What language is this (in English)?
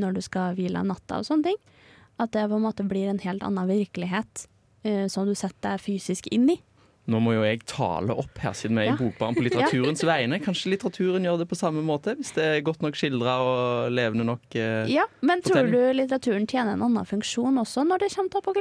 Norwegian